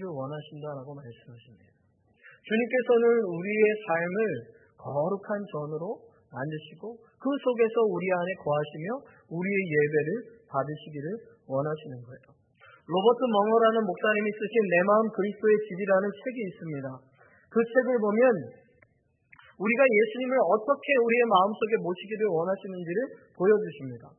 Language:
Korean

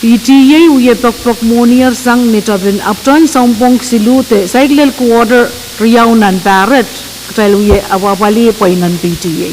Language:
Pohnpeian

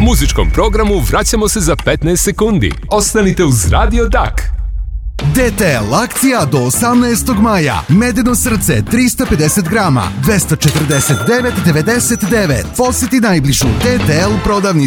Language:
Serbian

